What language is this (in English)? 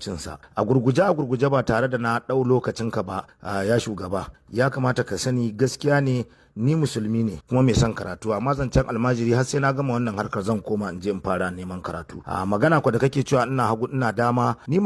Hausa